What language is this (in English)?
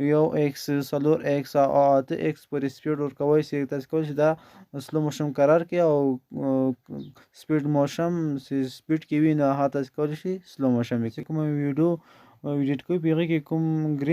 Pashto